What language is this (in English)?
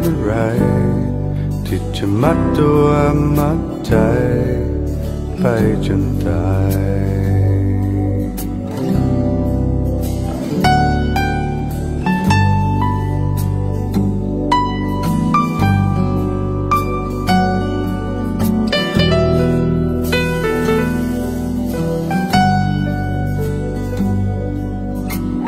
Thai